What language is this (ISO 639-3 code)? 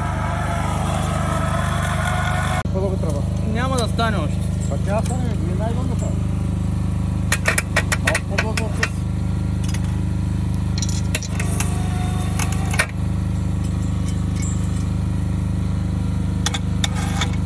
bul